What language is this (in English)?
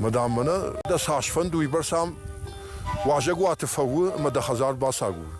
Ossetic